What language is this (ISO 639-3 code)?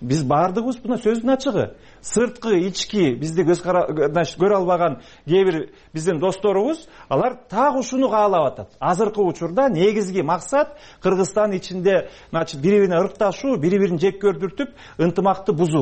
kir